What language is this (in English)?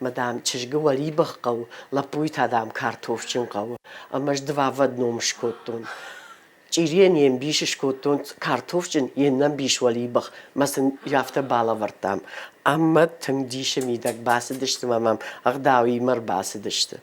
Ossetic